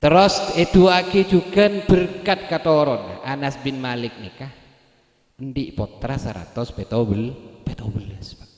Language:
Madurese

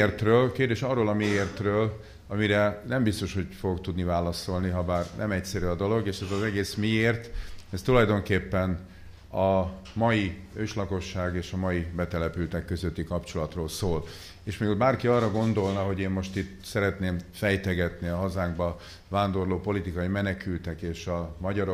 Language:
Hungarian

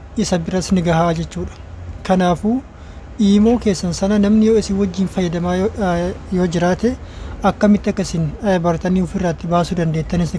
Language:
Oromo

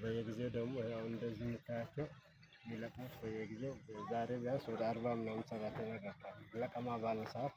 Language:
Amharic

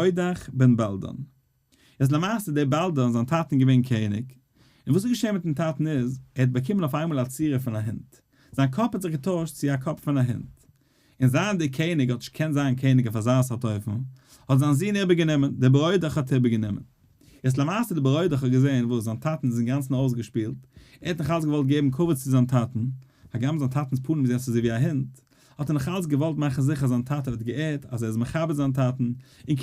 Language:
Yiddish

